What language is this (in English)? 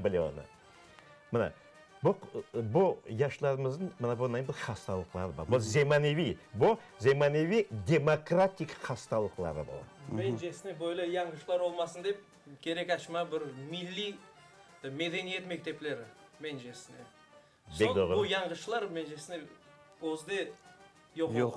Crimean Tatar